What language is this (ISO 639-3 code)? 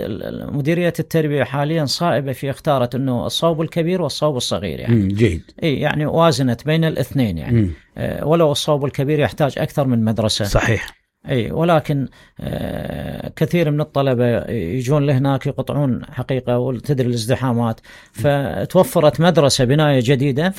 acm